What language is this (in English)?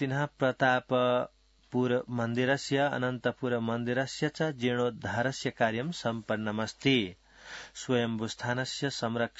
Sanskrit